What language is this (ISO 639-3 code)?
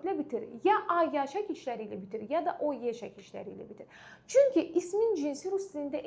aze